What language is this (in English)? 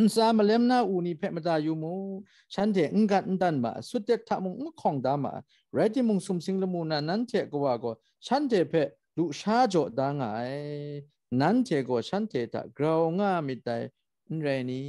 Kachin